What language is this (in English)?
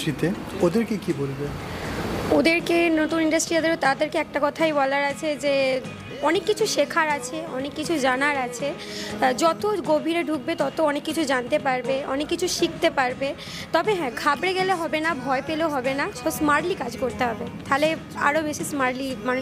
Bangla